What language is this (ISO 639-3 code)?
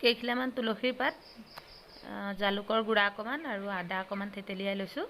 asm